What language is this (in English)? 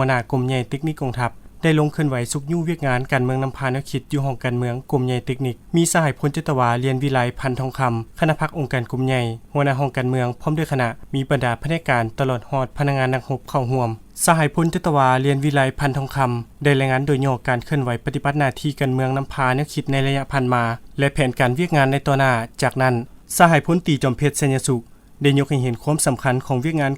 Lao